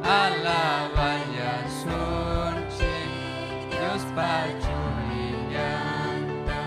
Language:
Ayacucho Quechua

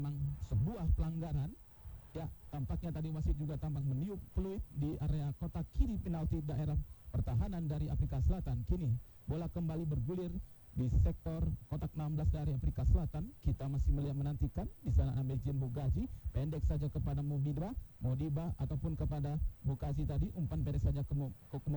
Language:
Indonesian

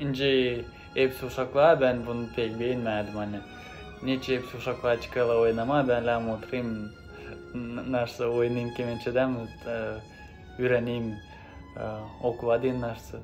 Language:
Gagauz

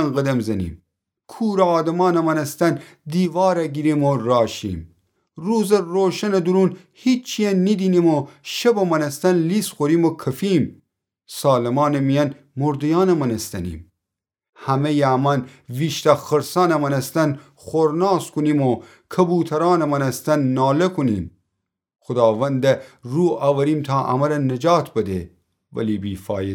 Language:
Gilaki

